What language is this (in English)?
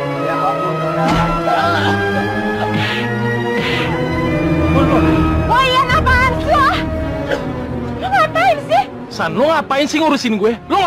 Indonesian